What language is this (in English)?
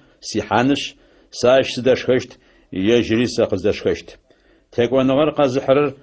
Adyghe